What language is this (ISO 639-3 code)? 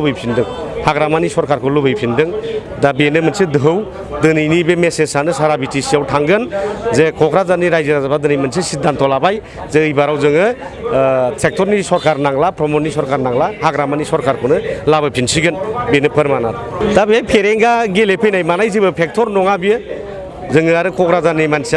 brx